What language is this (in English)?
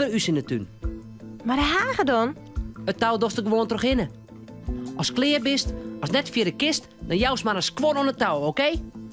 Western Frisian